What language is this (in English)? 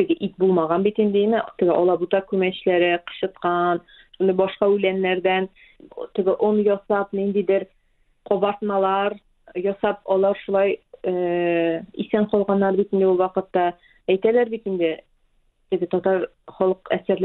Tatar